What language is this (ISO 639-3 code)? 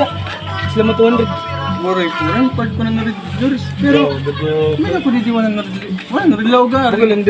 war